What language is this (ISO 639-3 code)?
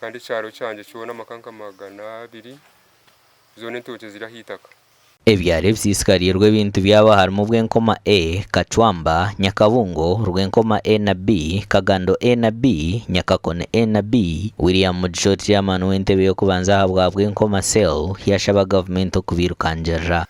nyn